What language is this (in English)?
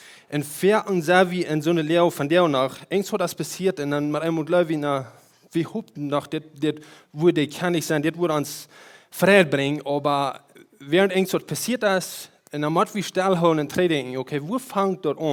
Plautdietsch